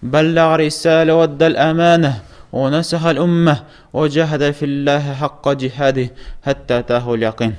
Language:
Tatar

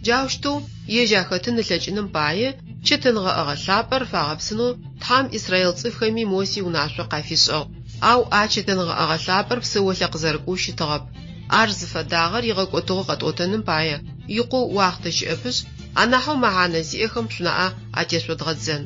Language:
Adyghe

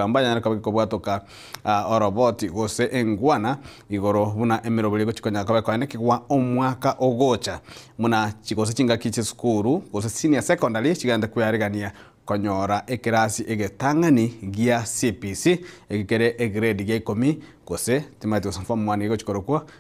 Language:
Gusii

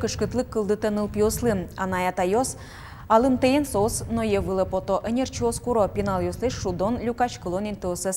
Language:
Udmurt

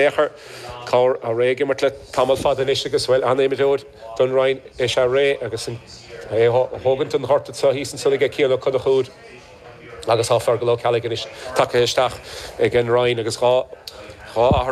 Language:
Irish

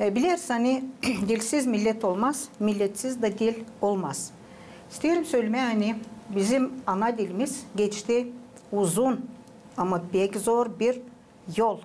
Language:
Gagauz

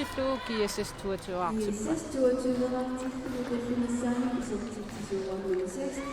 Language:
Kalaallisut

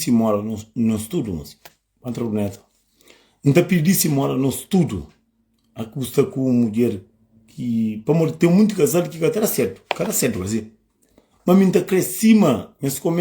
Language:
Kabuverdianu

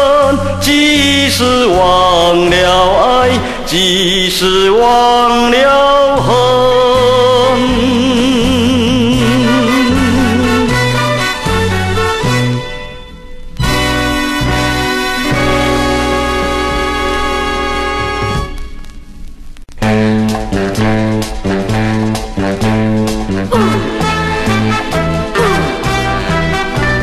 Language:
Chinese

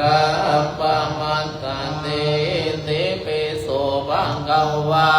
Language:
Pali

